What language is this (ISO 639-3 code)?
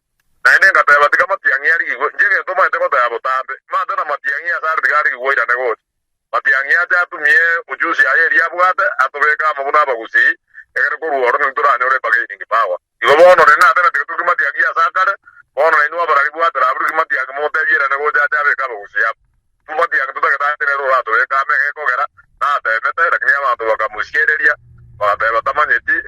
guz